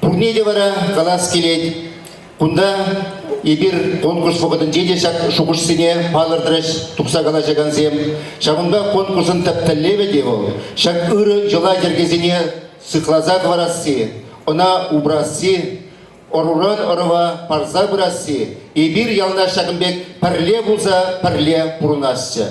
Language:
Chuvash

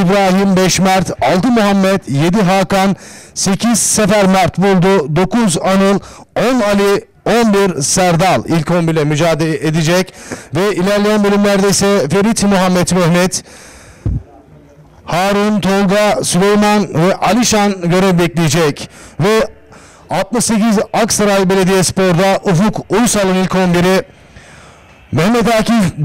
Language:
Turkish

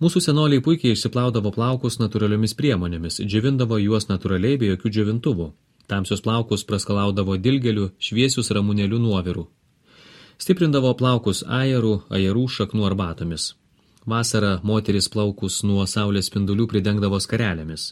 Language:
Lithuanian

